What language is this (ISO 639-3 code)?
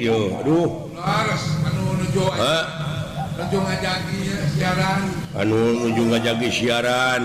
sun